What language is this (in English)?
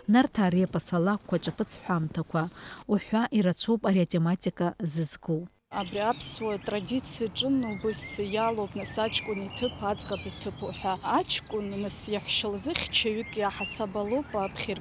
Abkhazian